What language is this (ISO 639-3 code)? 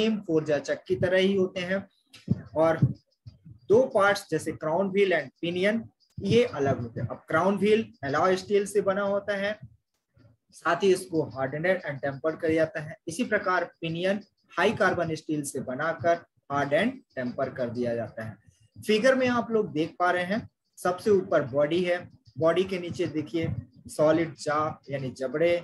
hin